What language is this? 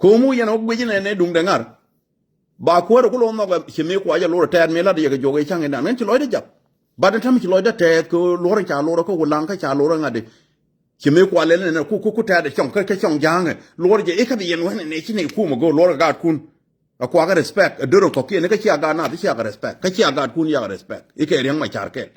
Nuer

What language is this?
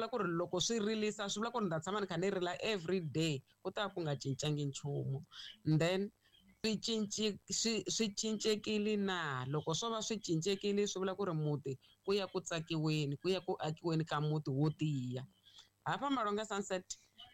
Tsonga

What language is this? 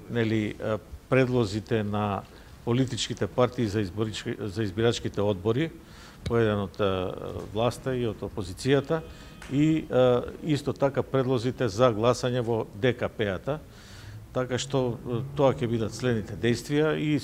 Macedonian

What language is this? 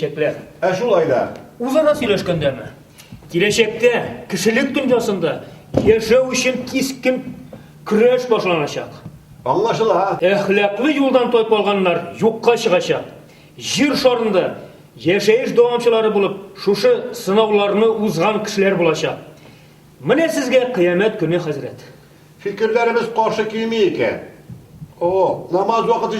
Tatar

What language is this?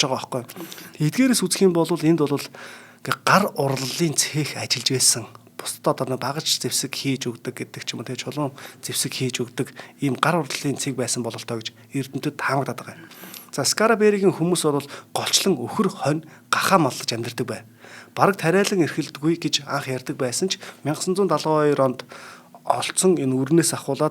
Mongolian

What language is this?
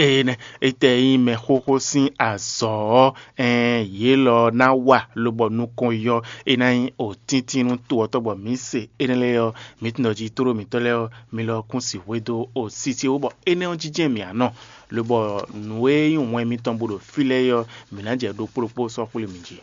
Fon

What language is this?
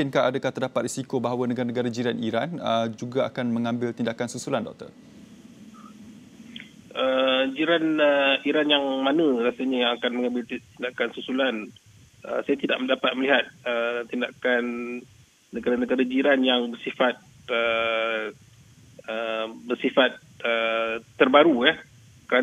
Malay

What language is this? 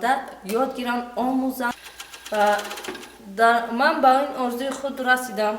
Tajik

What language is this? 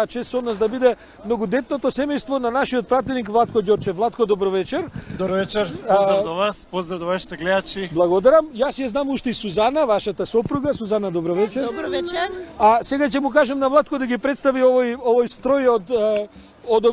Macedonian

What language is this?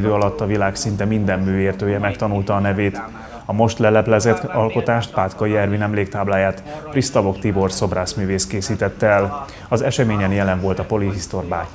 Hungarian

